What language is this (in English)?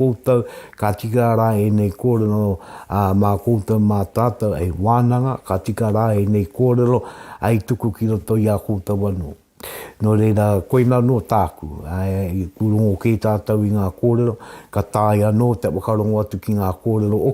Māori